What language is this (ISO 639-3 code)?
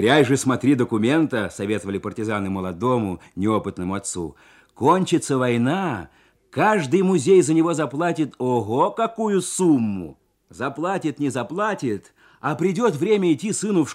rus